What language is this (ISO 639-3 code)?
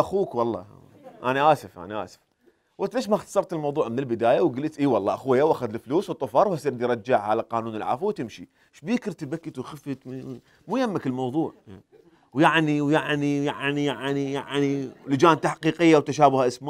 acm